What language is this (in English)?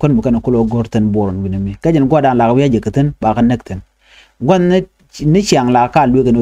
Nuer